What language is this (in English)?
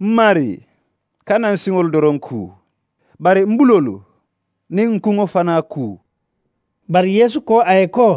Mandingo